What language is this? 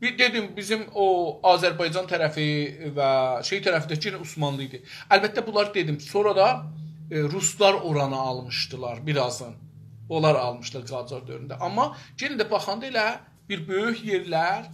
South Azerbaijani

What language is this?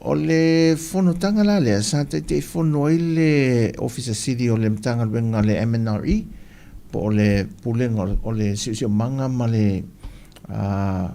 Samoan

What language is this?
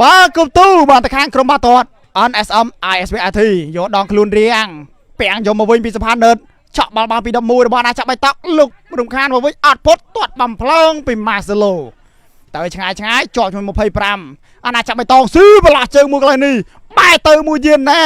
Khmer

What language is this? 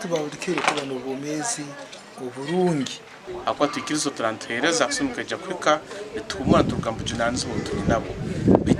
Nyankole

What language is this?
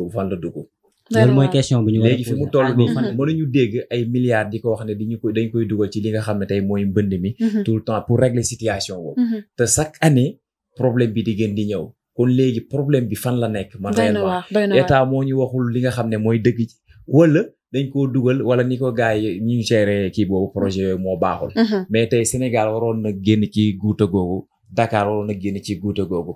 Wolof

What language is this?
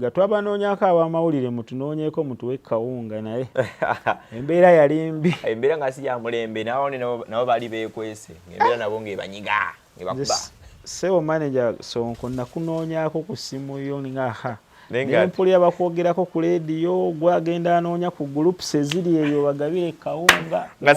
Ganda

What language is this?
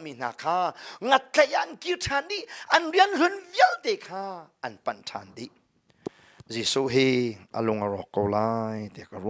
Hakha Chin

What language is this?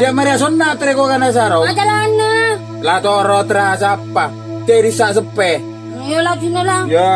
Madurese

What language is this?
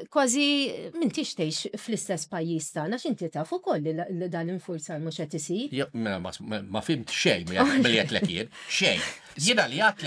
Maltese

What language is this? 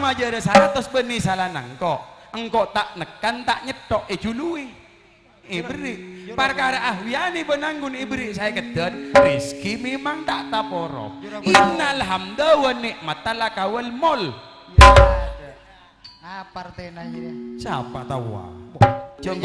Madurese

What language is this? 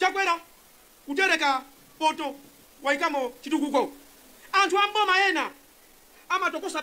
Nyanja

